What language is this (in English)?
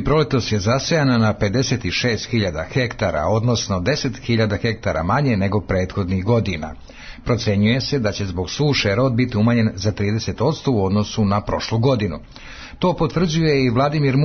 Serbian